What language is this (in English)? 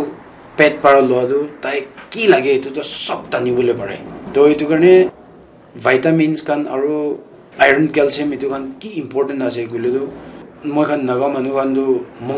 Naga Pidgin